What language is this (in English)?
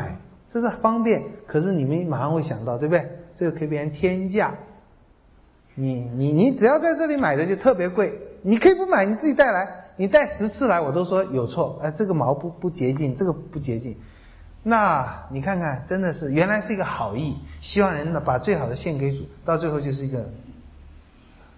Chinese